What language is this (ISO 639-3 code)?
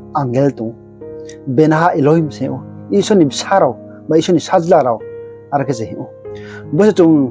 ria